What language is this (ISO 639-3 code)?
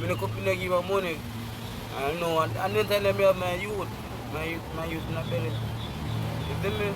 jam